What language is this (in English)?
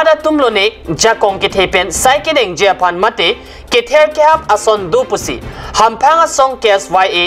Karbi